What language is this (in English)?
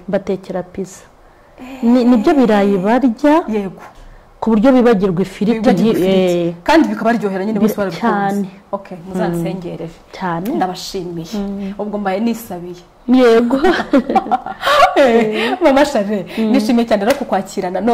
Kinyarwanda